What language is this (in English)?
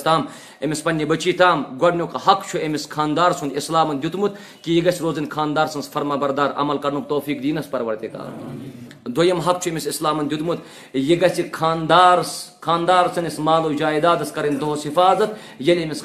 Kashmiri